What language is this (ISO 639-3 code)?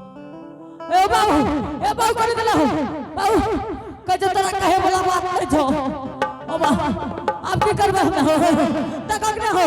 anp